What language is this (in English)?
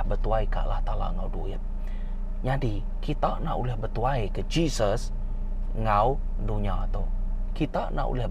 Iban